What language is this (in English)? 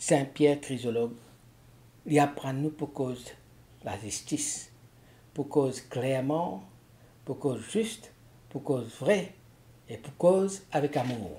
Morisyen